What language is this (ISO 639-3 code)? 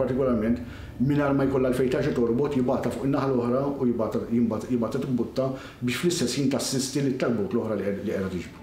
mlt